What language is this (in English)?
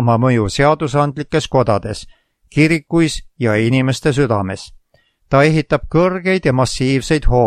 Estonian